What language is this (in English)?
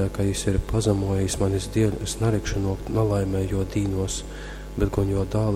Latgalian